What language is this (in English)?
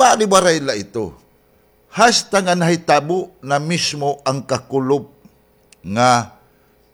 Waray